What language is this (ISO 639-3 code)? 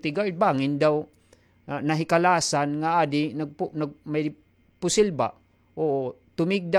war